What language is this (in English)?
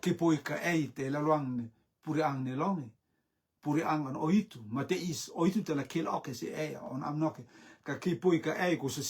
Rotuman